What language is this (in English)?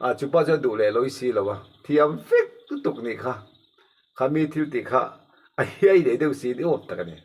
Mizo